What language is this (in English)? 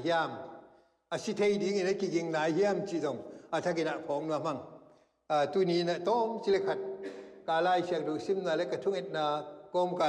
Tedim Chin